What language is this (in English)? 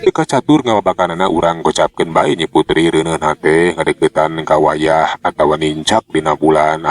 Sundanese